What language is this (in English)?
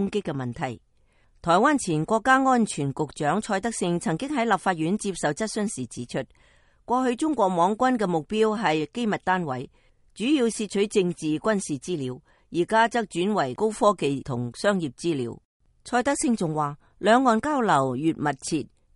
Cantonese